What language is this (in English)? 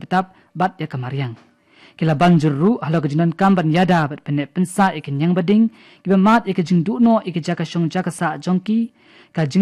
Khasi